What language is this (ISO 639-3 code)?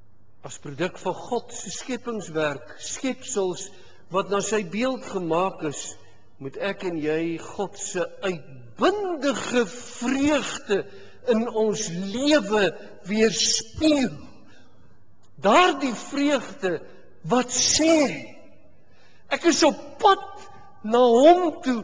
afr